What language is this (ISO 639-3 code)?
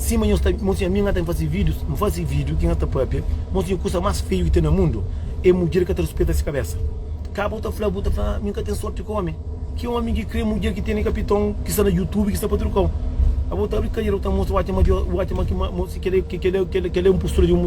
kea